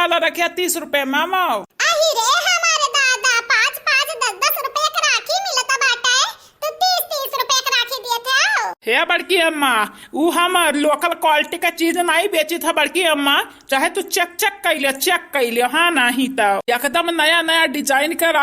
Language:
Awadhi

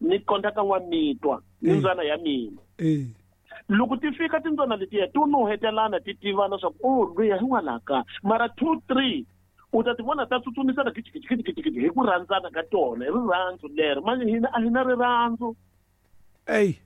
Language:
Tsonga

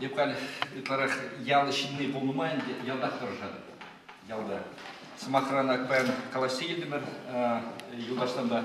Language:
Chuvash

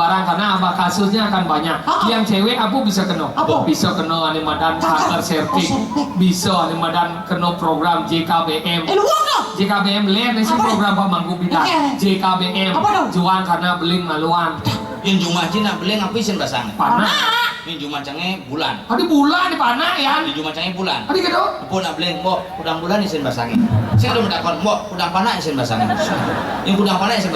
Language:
Balinese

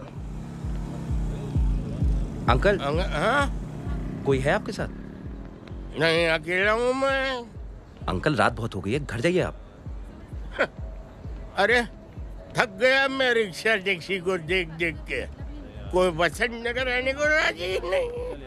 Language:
Hindi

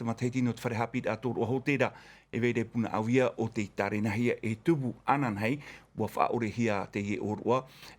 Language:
Tahitian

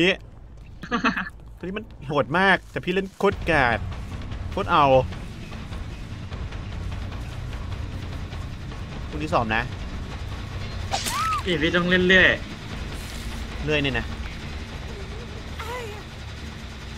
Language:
Thai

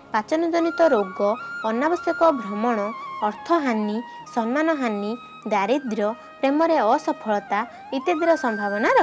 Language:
Odia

